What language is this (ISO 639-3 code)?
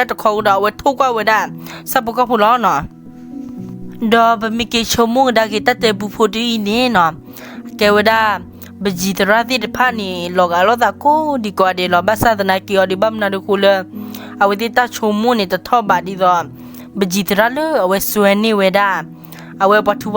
ksw